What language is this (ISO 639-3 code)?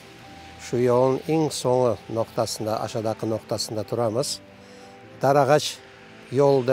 crh